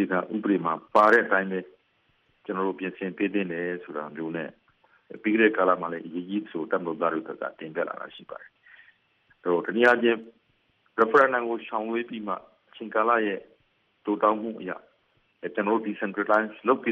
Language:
Burmese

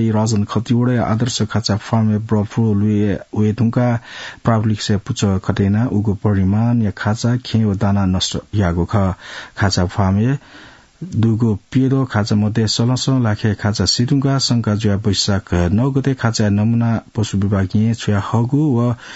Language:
Newari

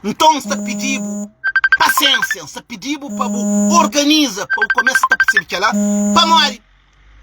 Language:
Kabuverdianu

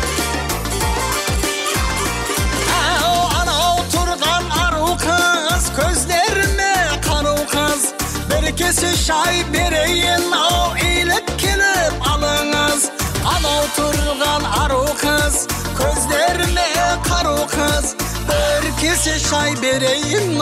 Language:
Kara-Kalpak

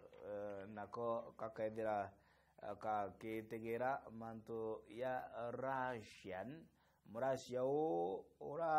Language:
Meru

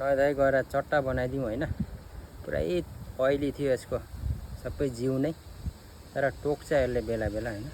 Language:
Nepali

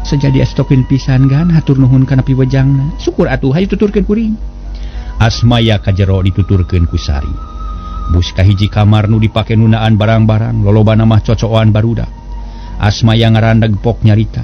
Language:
Sundanese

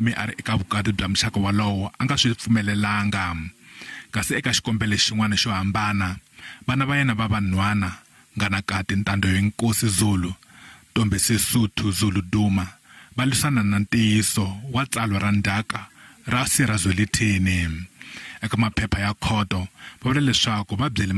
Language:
Tsonga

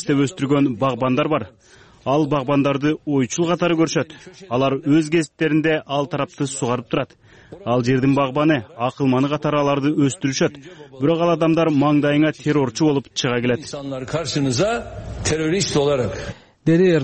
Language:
Kyrgyz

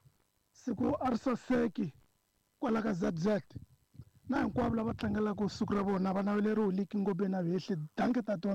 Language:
Tsonga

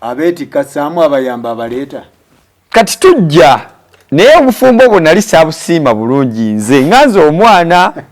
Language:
Ganda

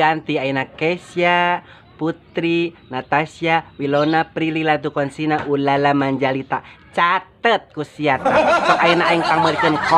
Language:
Sundanese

